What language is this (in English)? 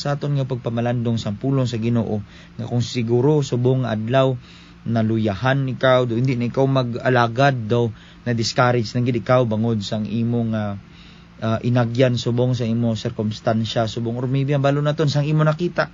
Hiligaynon